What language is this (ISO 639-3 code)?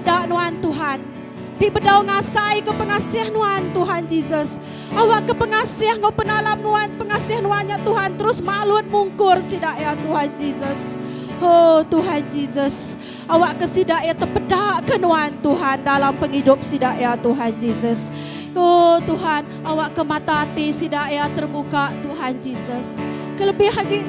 iba